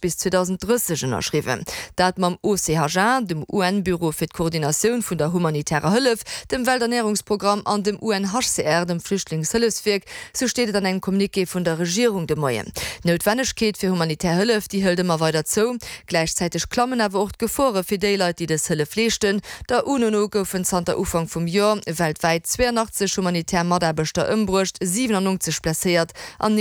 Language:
Luxembourgish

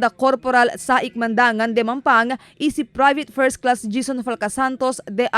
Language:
Chavacano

